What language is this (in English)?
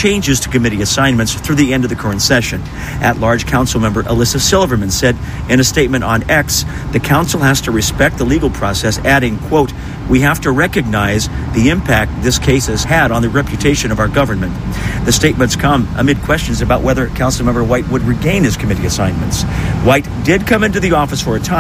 English